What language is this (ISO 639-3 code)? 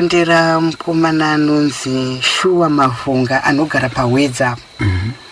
sna